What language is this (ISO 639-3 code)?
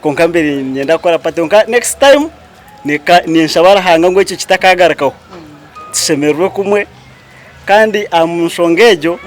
nyn